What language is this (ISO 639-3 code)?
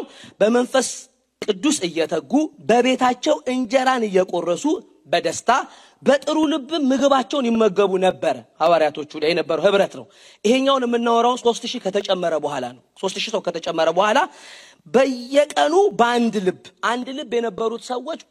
amh